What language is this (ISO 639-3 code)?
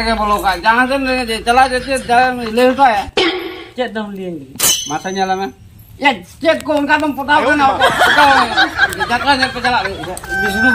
sat